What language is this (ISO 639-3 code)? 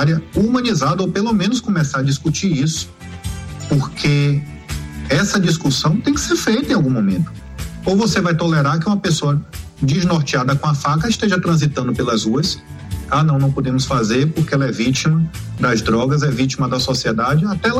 por